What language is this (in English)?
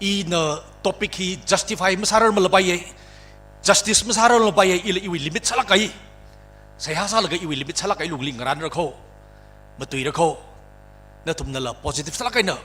Tangkhul Naga (India)